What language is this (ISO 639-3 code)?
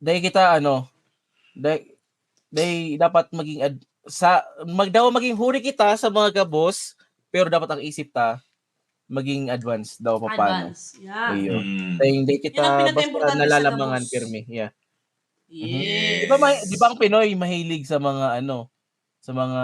bik